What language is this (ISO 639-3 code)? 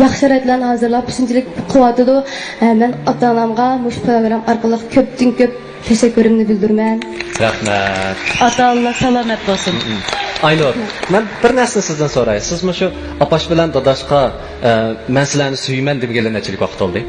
uig